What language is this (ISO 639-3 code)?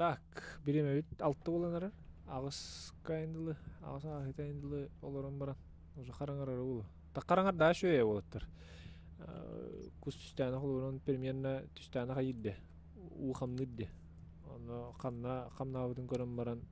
sah